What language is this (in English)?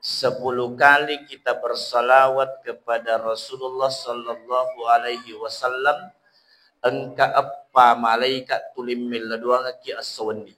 Buginese